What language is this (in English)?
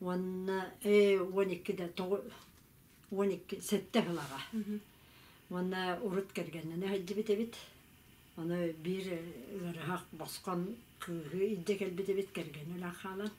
Yakut